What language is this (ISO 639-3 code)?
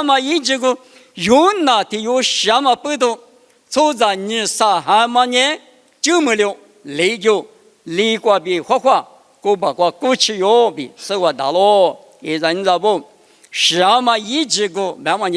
lis